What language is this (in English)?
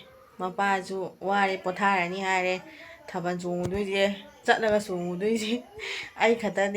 Manipuri